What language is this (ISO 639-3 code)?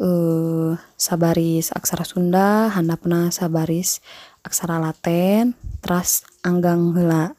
sun